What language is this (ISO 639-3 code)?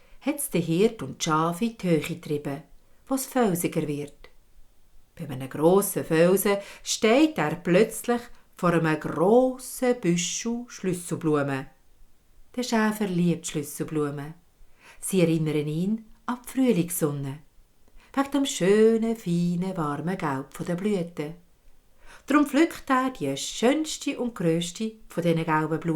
gsw